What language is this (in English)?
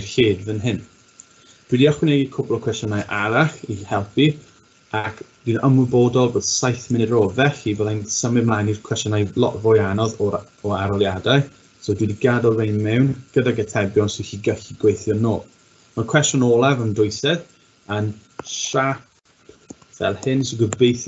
Welsh